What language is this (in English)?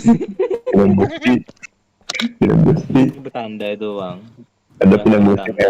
Banjar